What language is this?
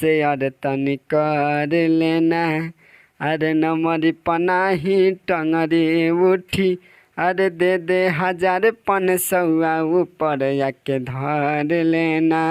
Bhojpuri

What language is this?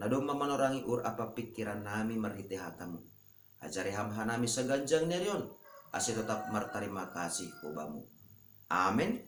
Batak Simalungun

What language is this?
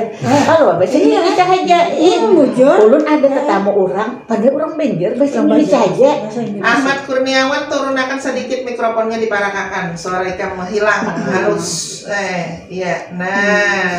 Banjar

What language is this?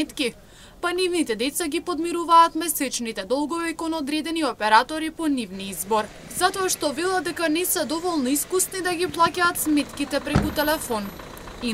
Macedonian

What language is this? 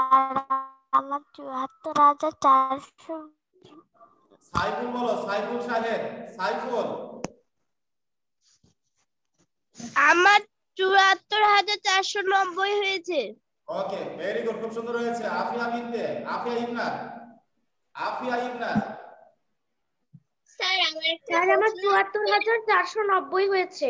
Bangla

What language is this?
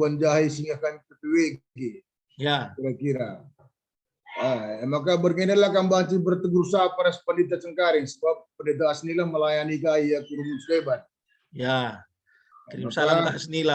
Batak Karo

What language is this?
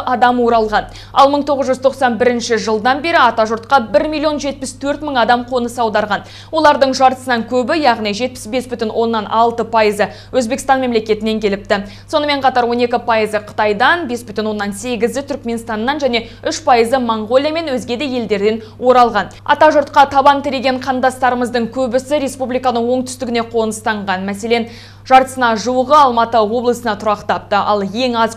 Kazakh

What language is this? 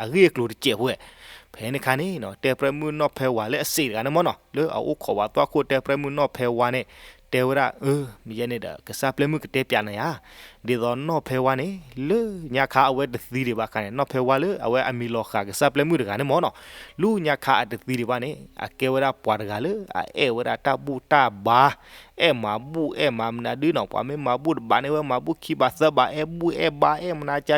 S'gaw Karen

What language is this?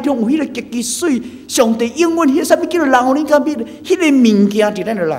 Min Nan Chinese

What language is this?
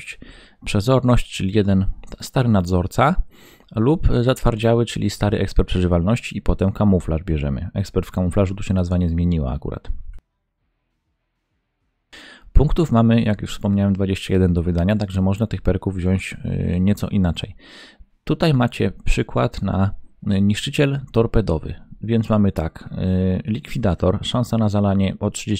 Polish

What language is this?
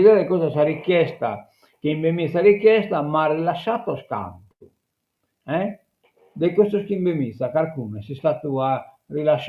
Sardinian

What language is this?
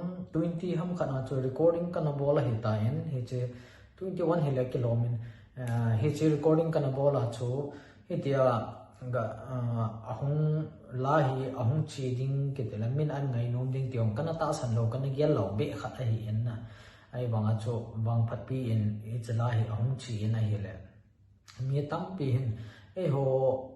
Thado Chin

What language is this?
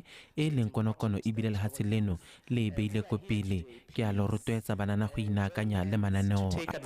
Tswana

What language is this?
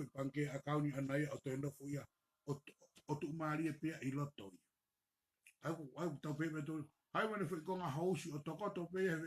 Tongan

